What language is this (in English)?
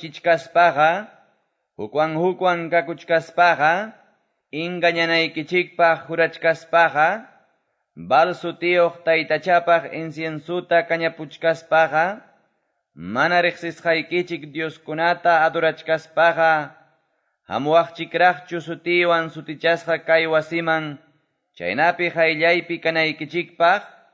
Quechua